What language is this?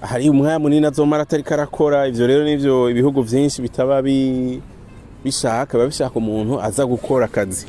Rundi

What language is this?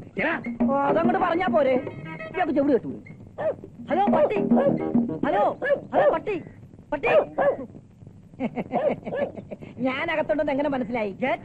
Malayalam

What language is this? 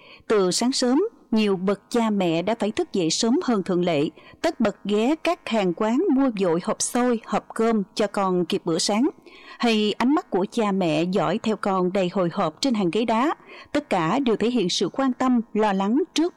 Vietnamese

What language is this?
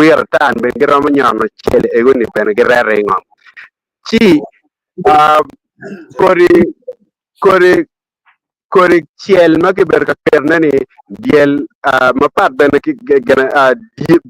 Acoli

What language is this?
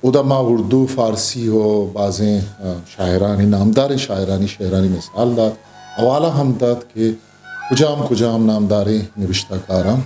Eastern Balochi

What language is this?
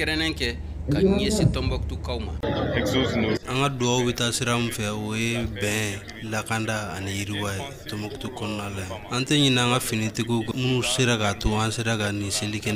Bambara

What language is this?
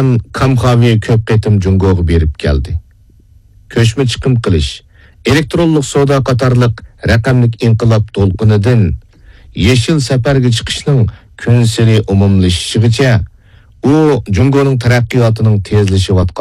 Uyghur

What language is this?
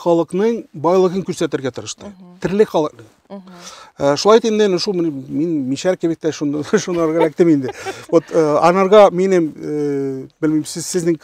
Tatar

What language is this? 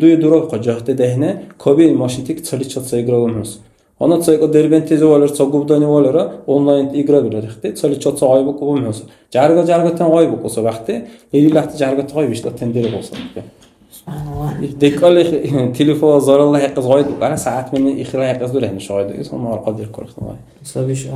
Dargwa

